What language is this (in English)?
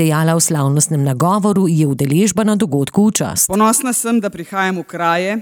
Slovenian